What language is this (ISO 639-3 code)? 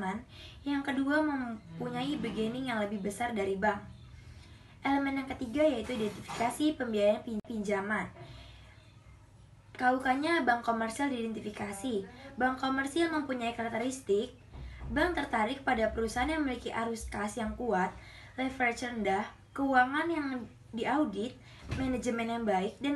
ind